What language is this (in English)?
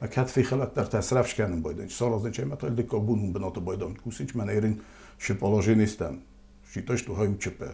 Ossetic